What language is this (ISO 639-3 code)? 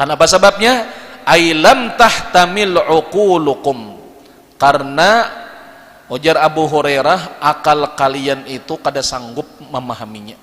bjn